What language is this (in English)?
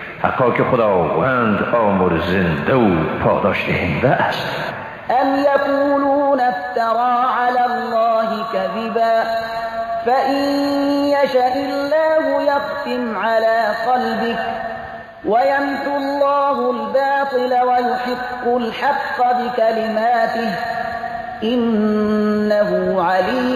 Persian